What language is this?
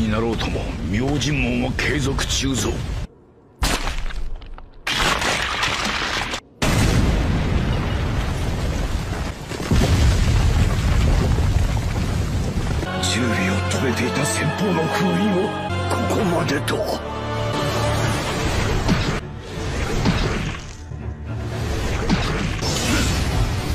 Japanese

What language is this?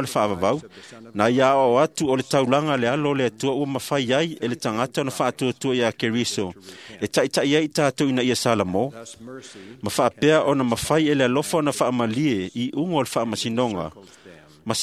Samoan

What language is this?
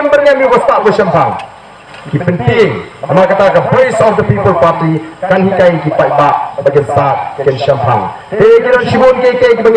Khasi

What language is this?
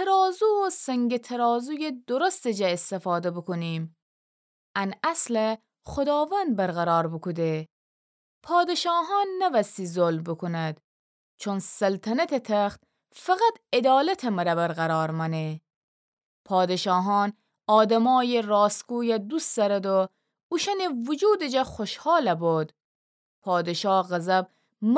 Gilaki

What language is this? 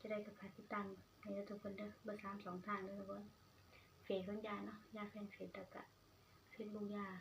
Northeastern Thai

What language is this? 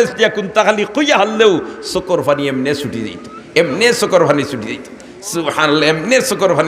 Sylheti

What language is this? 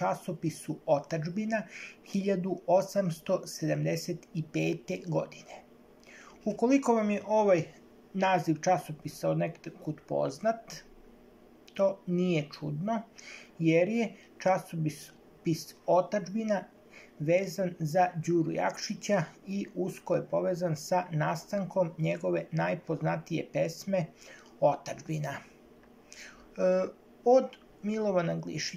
Serbian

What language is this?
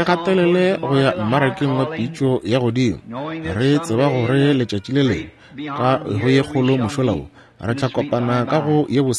Northern Sotho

